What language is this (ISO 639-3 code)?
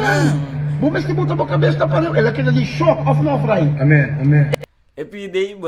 pap